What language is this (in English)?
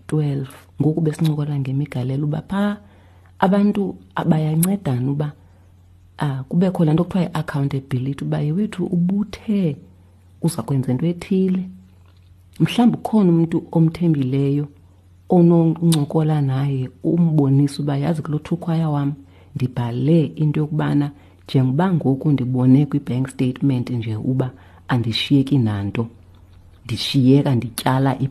Xhosa